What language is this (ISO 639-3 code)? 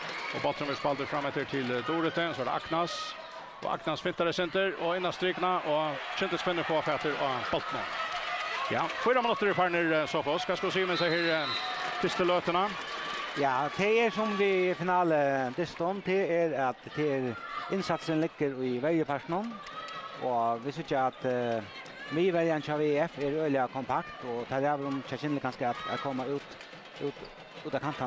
fao